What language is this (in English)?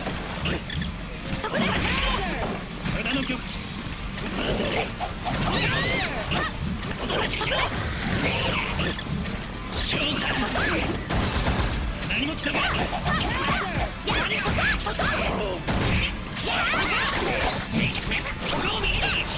Japanese